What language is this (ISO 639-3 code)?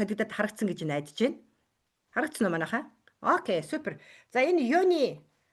mon